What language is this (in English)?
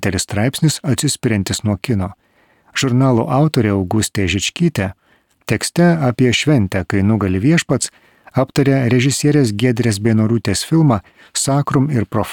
Lithuanian